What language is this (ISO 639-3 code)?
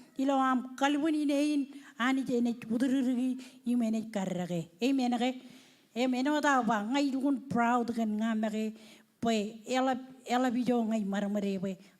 mah